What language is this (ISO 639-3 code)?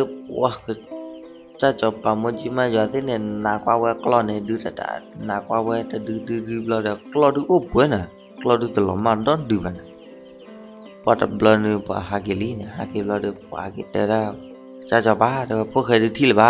ksw